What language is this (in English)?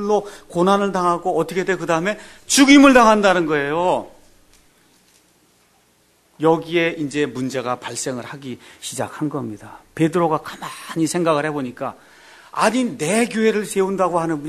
Korean